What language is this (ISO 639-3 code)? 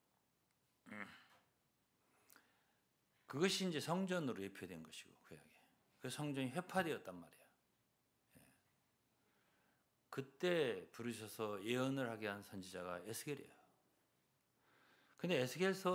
kor